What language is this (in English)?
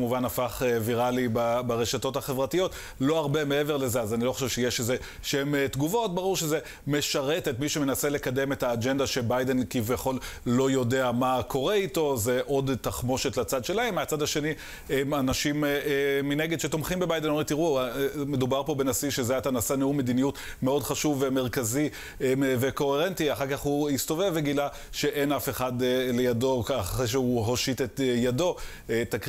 Hebrew